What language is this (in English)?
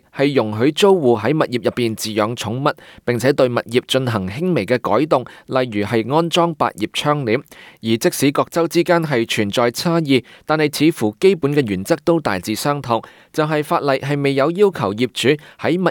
Cantonese